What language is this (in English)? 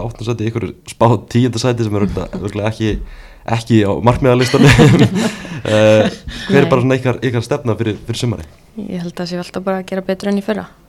Icelandic